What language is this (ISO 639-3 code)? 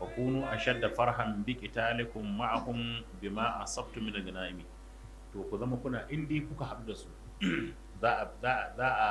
hau